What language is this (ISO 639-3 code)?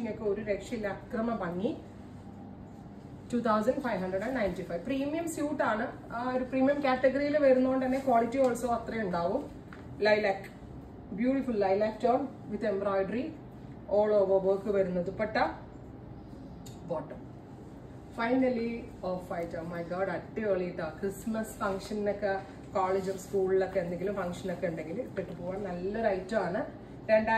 mal